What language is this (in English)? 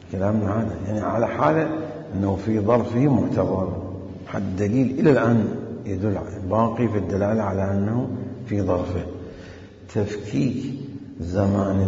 Mesopotamian Arabic